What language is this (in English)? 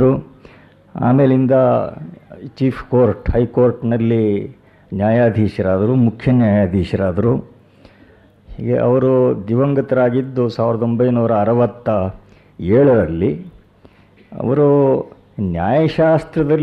Kannada